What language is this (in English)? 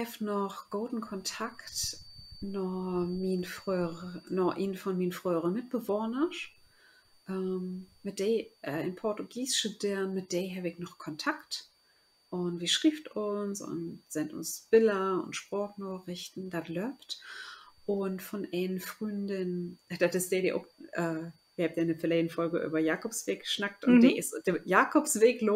Low German